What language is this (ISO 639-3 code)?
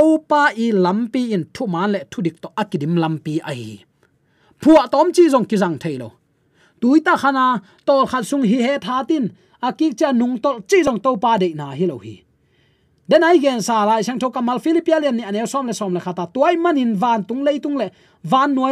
ctd